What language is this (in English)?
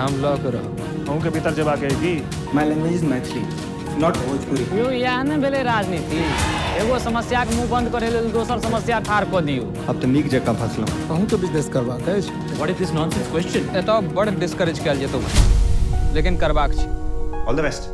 Maithili